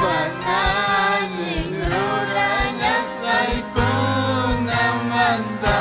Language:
Ayacucho Quechua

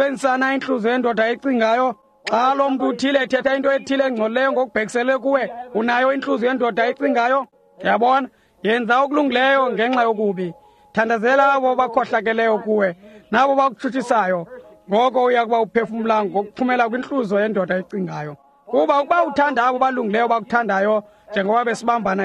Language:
Xhosa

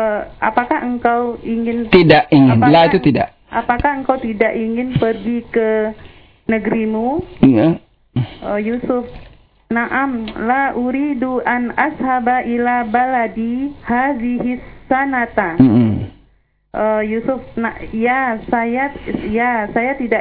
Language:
Indonesian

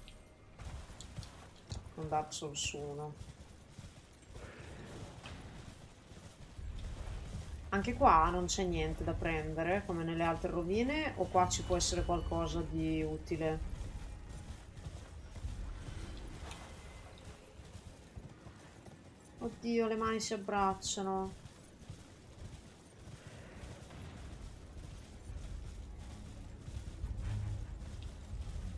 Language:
Italian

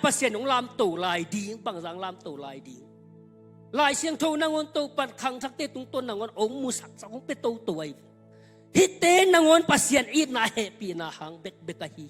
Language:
Tedim Chin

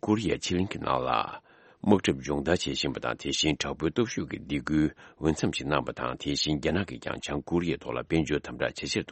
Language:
Tibetan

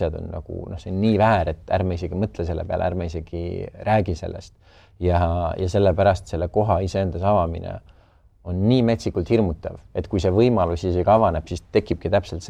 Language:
Estonian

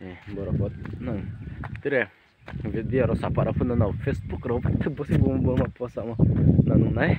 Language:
Riang (India)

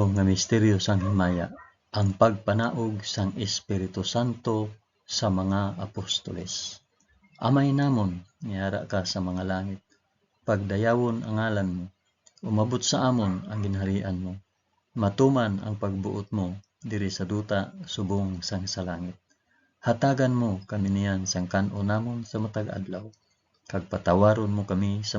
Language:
Hiligaynon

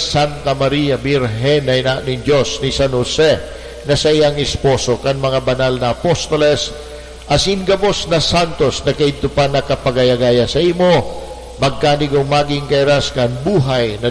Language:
Bikol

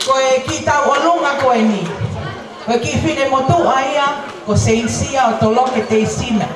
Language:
Tongan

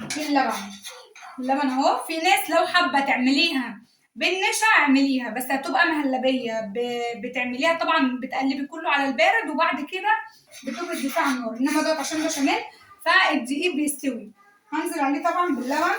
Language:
Egyptian Arabic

